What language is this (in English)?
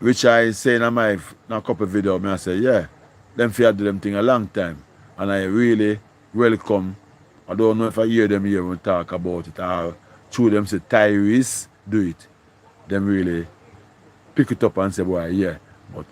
Jamaican Creole English